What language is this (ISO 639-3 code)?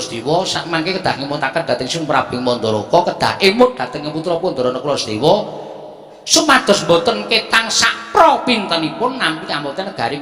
jav